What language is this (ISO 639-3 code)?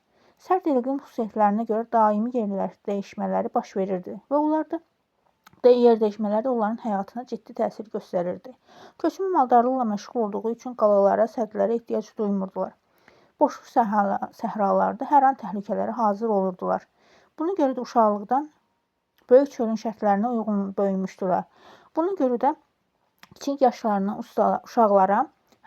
aze